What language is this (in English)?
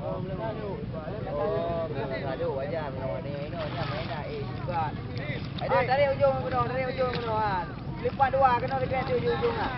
Achinese